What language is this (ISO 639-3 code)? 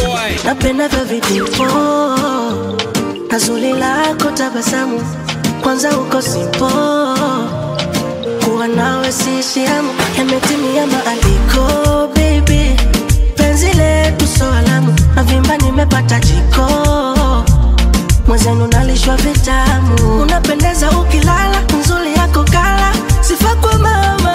swa